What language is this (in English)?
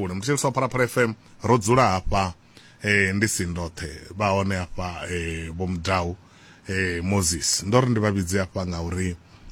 Venda